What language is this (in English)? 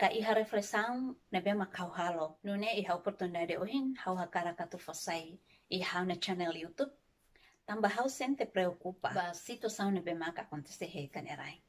Tetum